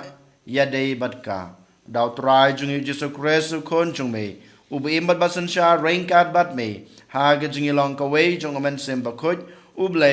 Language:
Khasi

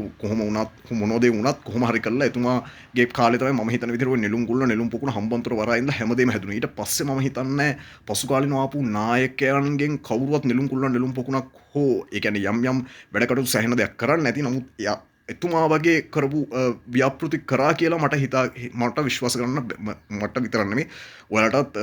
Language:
Sinhala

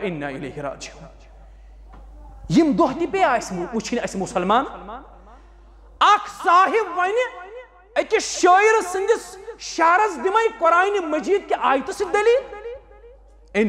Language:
Kashmiri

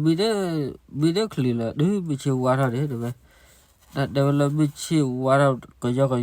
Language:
S'gaw Karen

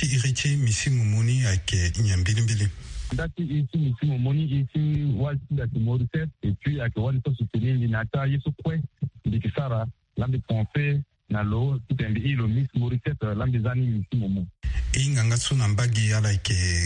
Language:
Sango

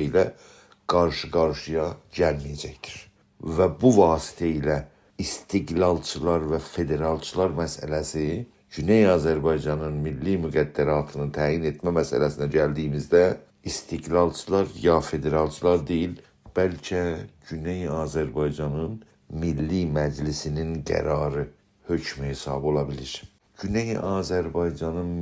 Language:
South Azerbaijani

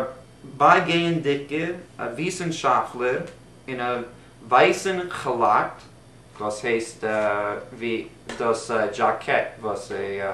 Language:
Yiddish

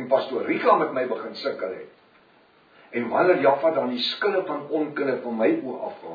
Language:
Afrikaans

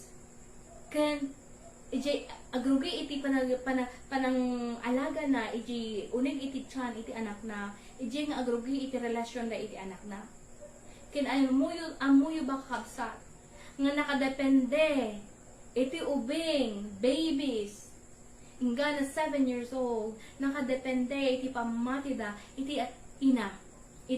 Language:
Iloko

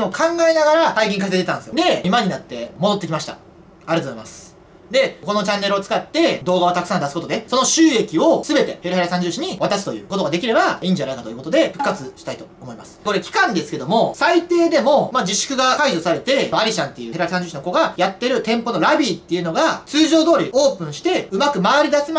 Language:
Japanese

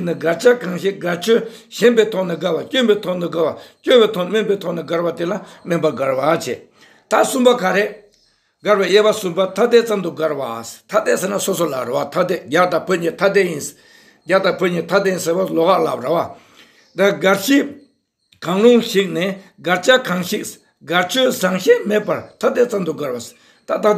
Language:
Tibetan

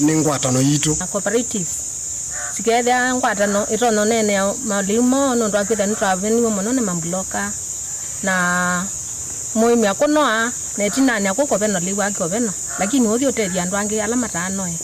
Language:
Kamba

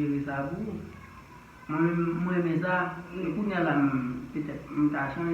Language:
Haitian Creole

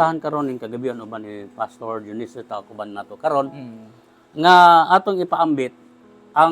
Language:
Cebuano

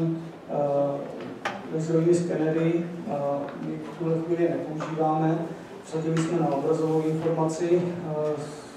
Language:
Czech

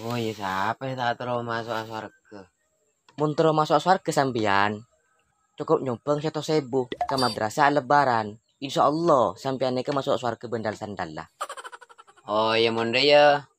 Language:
Madurese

